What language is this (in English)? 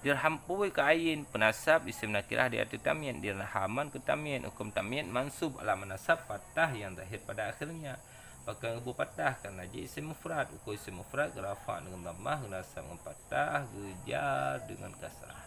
Achinese